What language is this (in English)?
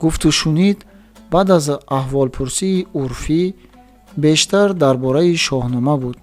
Tajik